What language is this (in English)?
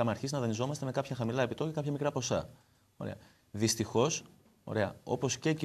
Greek